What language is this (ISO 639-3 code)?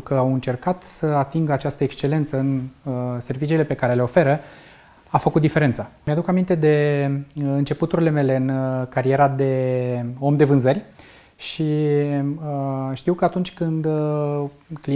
ron